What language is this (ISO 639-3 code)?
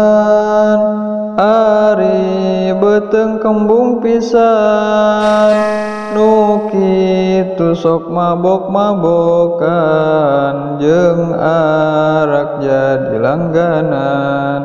sun